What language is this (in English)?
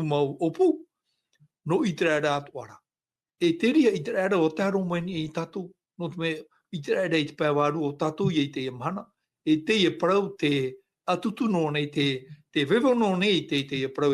Tahitian